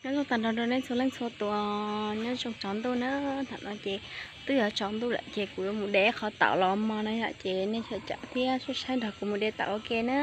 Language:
Hmong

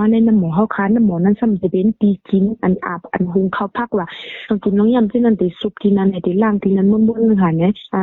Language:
Shan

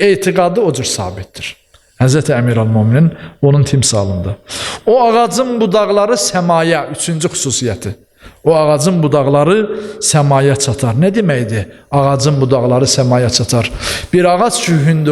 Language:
Azerbaijani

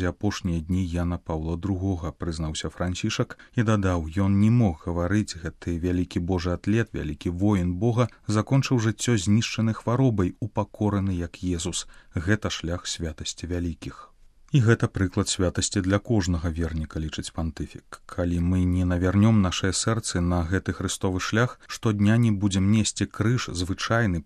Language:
Belarusian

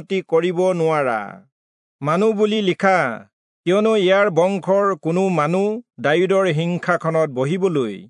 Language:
Assamese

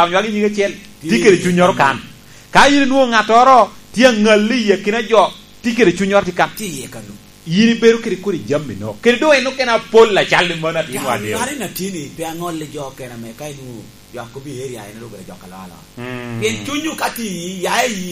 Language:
Lango (Uganda)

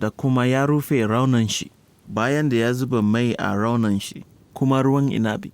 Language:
Hausa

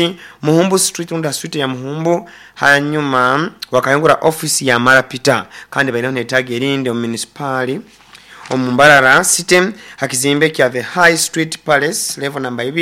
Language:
Nyoro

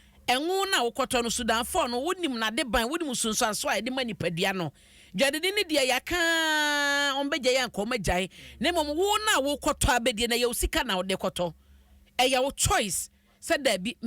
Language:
Akan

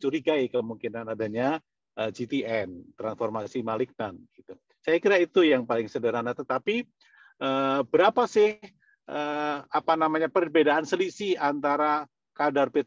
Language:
Indonesian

